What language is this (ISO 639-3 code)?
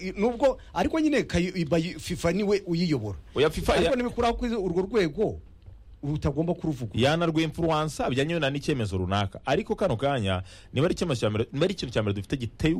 kin